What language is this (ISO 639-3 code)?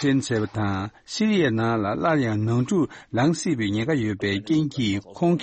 bod